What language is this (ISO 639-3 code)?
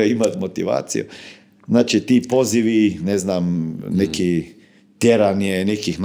hrv